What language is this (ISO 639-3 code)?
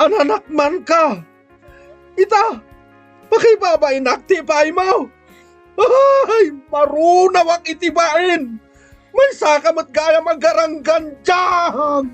ilo